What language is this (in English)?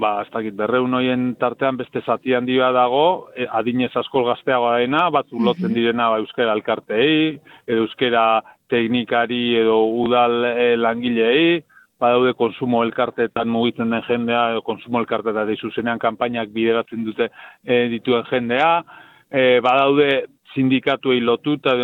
Basque